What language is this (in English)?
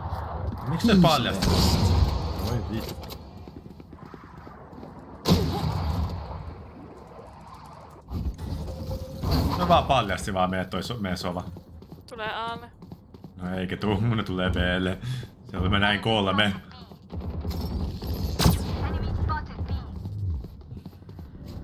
Finnish